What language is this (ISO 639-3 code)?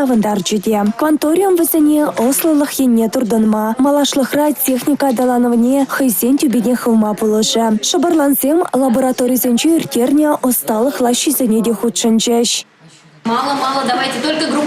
chv